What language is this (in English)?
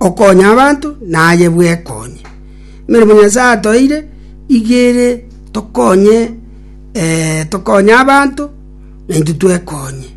Gusii